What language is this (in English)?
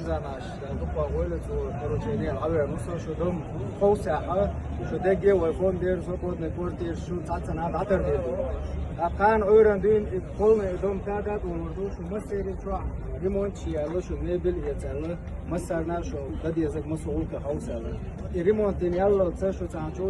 Chechen